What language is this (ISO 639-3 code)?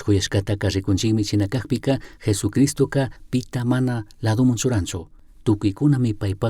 qug